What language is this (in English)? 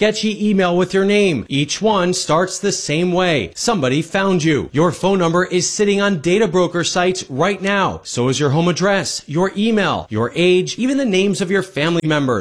English